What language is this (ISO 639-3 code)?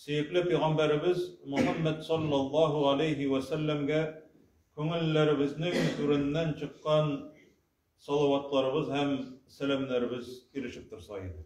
tat